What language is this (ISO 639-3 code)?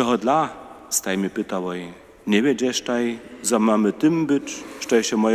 hsb